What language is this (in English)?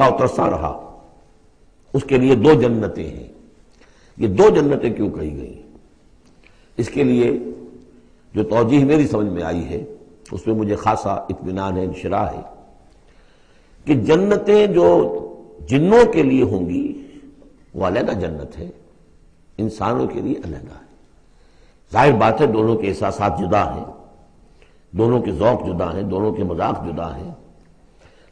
Urdu